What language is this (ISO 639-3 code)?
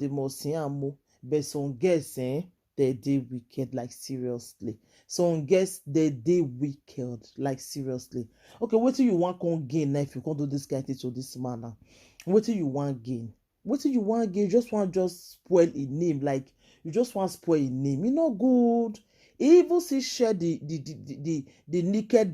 pcm